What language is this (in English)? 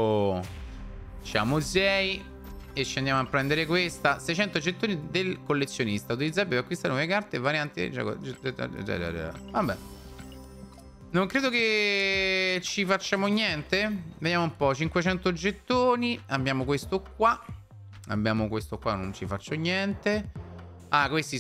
Italian